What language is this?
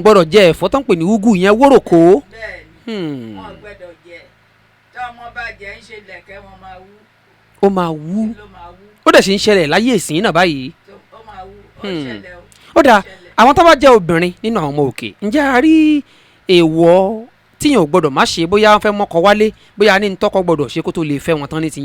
Yoruba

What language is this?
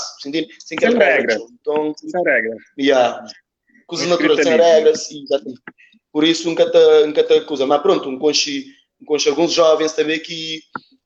Kabuverdianu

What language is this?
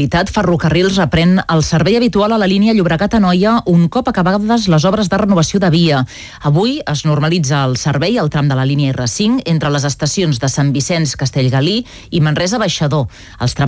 Catalan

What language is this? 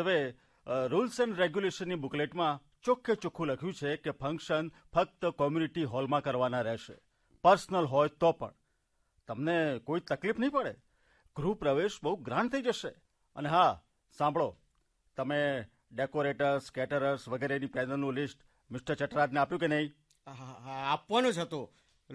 Gujarati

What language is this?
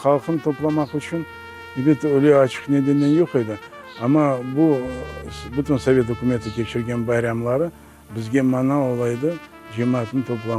Crimean Tatar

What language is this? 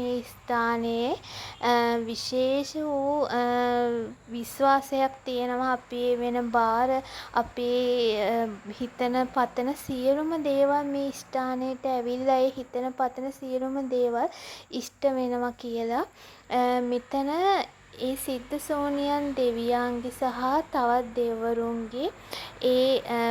Sinhala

